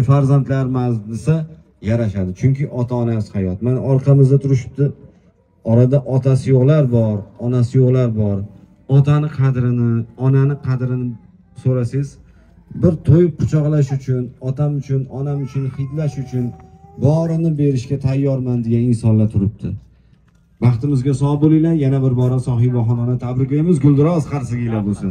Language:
Uzbek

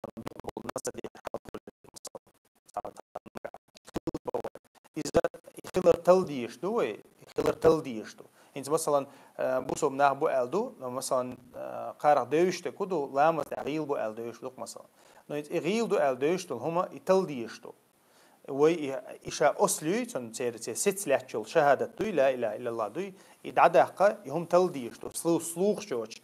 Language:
Chechen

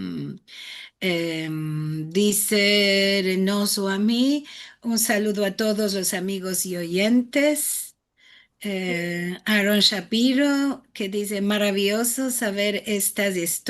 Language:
Ladino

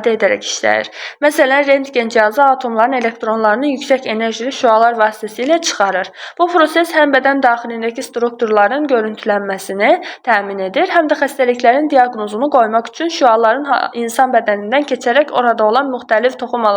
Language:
Azerbaijani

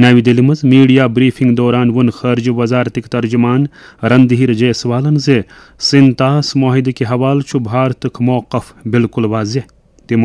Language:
Kashmiri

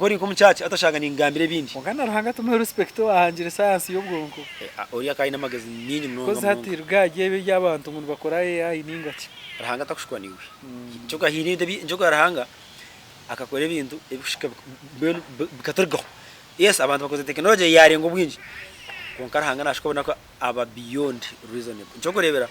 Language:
Nyankole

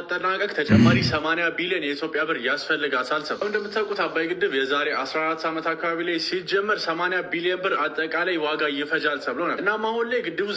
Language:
Amharic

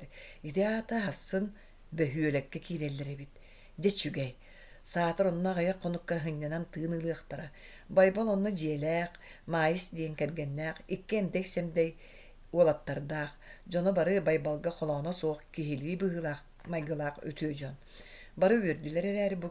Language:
Yakut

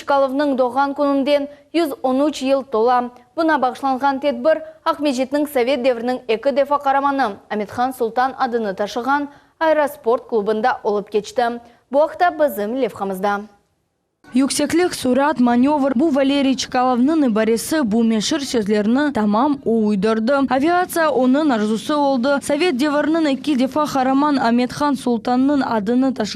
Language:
Crimean Tatar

